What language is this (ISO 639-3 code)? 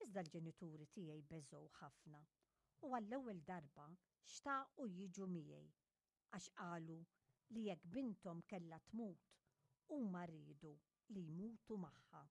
mlt